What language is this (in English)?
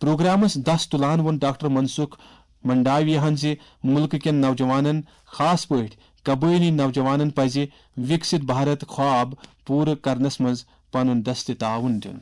Kashmiri